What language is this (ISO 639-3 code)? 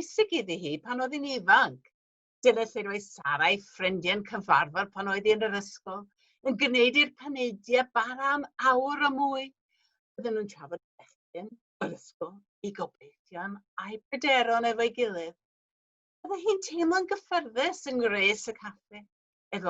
cym